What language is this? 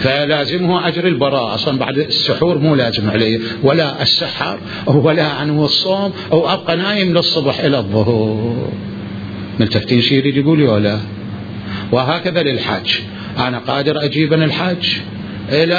Mesopotamian Arabic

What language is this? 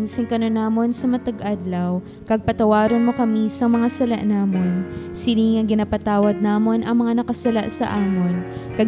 Hiligaynon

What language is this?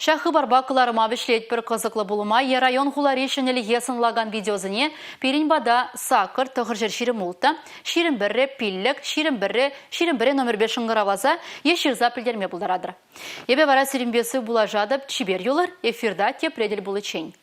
Chuvash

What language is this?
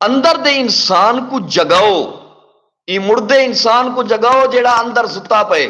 Saraiki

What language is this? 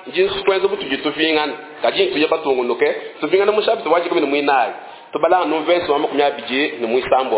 Luba-Lulua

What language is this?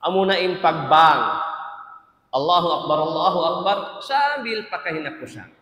Tausug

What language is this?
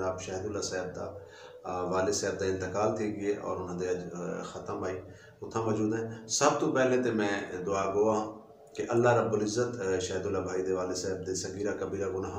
Saraiki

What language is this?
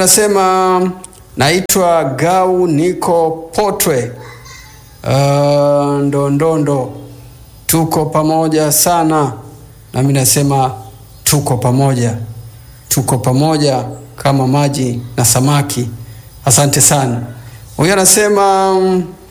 Swahili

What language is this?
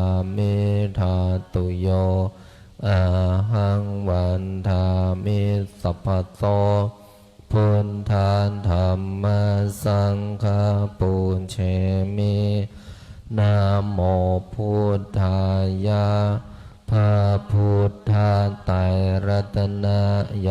Pali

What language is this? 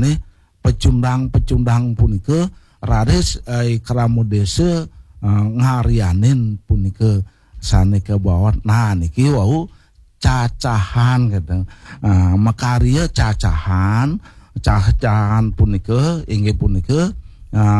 Balinese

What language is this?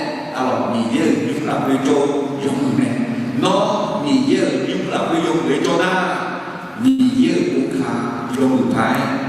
Akha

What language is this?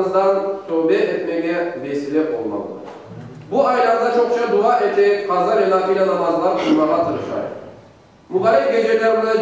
Crimean Tatar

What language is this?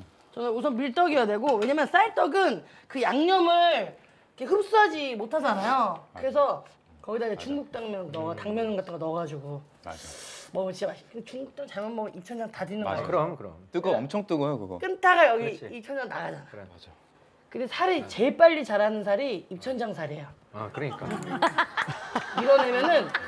Korean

